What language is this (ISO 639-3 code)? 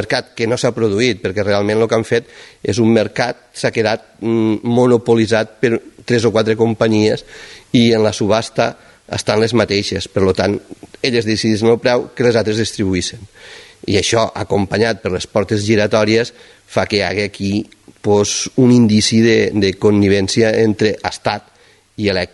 cat